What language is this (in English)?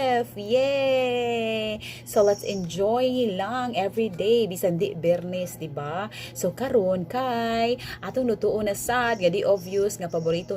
Cebuano